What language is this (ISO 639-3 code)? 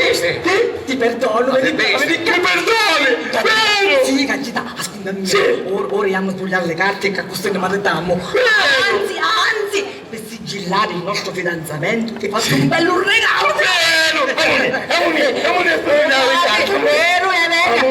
scn